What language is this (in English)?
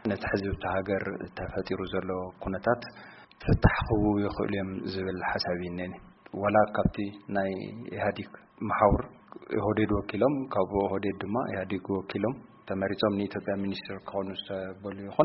Tigrinya